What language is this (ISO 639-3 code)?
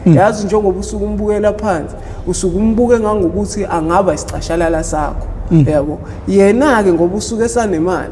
zul